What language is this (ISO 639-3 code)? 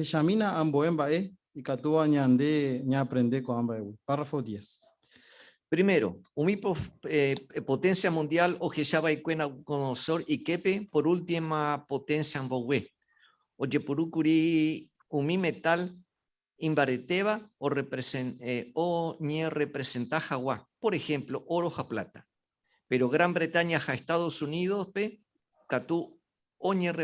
grn